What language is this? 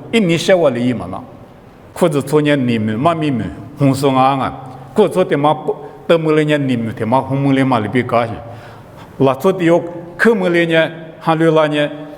Lisu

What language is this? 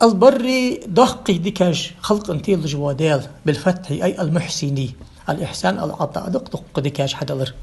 Ingush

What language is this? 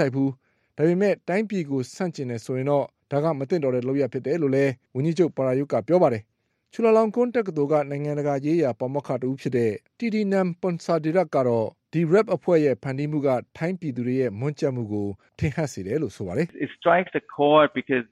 Burmese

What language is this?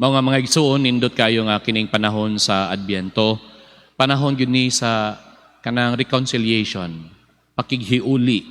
Cebuano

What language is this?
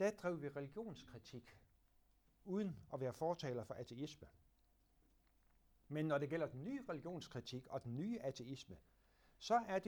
Danish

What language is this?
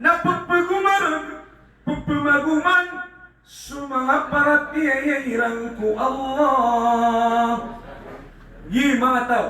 Maranao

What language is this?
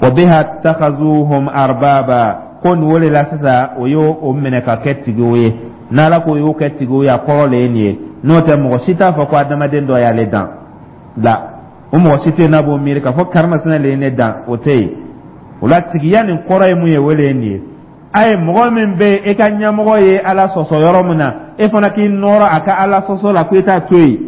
Dyula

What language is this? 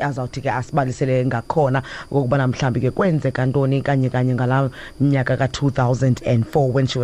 Xhosa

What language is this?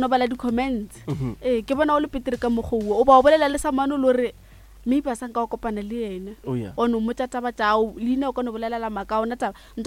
Northern Sotho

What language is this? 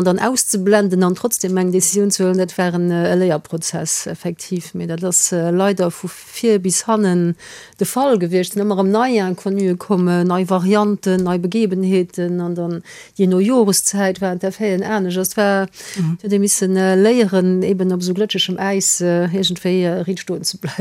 Luxembourgish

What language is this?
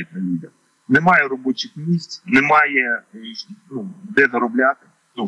Ukrainian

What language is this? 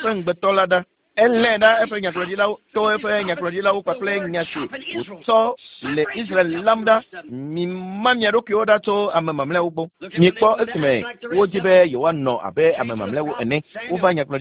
Ewe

